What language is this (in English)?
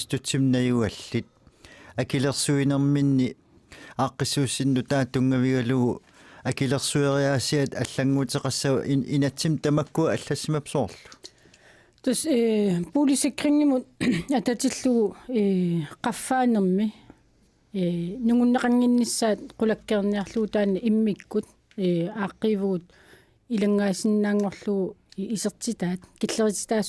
Kalaallisut